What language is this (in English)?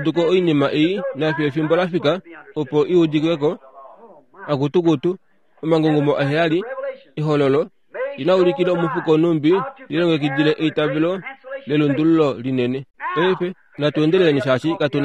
Kuanyama